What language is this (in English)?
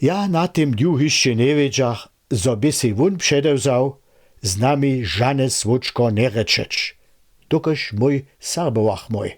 Upper Sorbian